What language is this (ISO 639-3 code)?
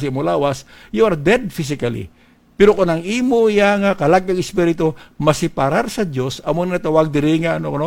hil